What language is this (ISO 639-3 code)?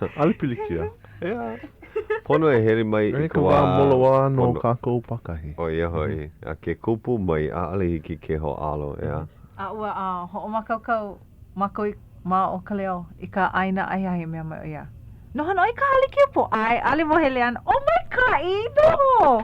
haw